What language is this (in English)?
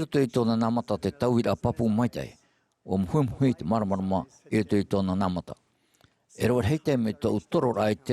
Tahitian